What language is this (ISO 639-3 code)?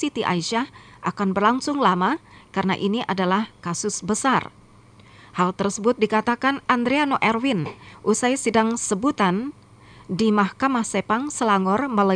ind